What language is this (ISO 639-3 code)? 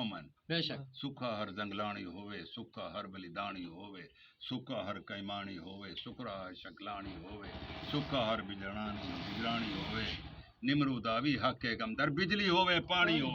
skr